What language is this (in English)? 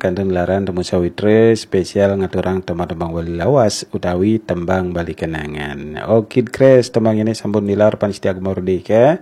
Balinese